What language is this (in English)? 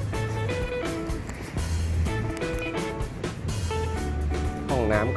Thai